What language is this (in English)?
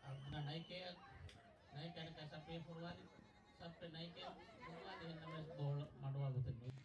Divehi